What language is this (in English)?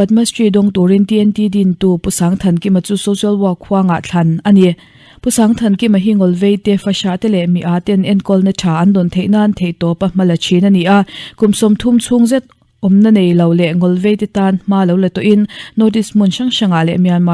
Mizo